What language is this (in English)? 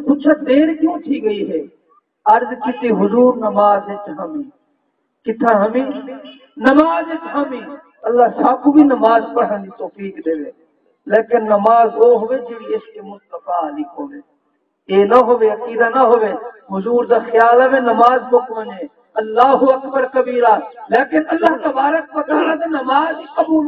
Saraiki